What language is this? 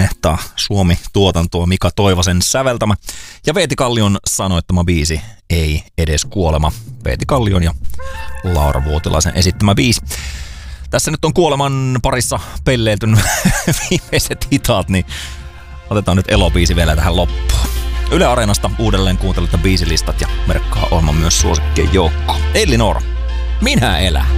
Finnish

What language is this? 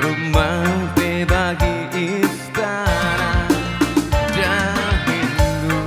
Batak Karo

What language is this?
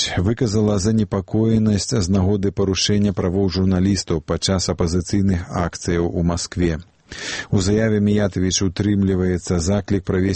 Belarusian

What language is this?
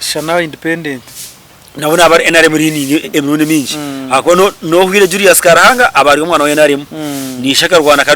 Nyankole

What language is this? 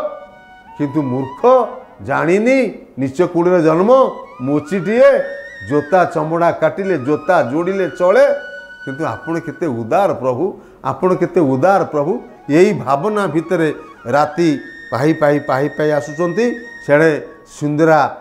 Odia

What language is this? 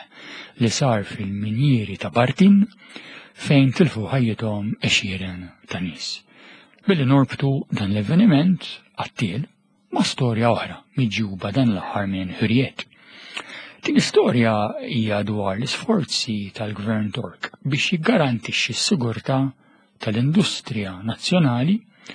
Maltese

